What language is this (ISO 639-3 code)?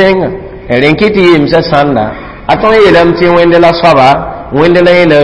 mos